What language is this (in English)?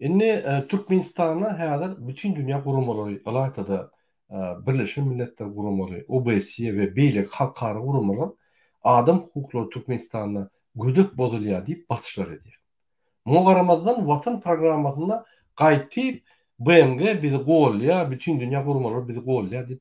Turkmen